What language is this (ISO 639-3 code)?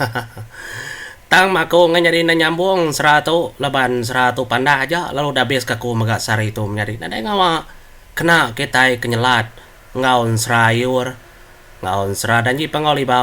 iba